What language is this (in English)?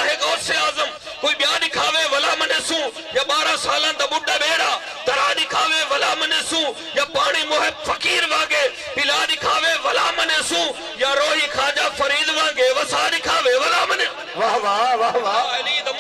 Saraiki